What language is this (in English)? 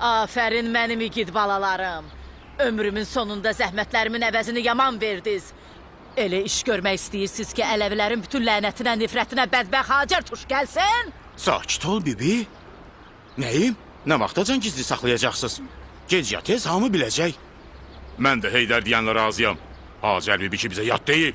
Azerbaijani